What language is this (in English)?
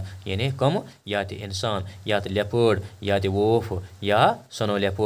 Kashmiri